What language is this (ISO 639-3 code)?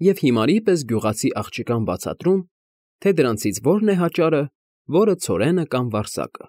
hye